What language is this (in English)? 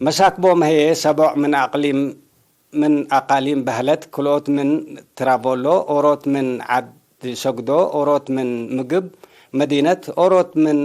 Tigre